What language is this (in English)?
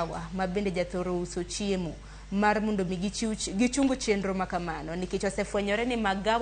Luo (Kenya and Tanzania)